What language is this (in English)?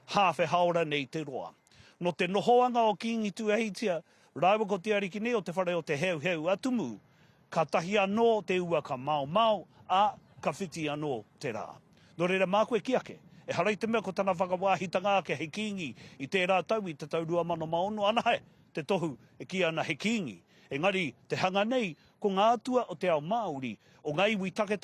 Māori